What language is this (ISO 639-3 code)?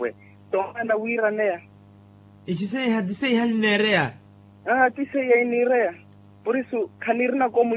vmw